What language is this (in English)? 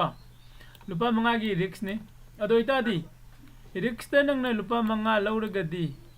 Manipuri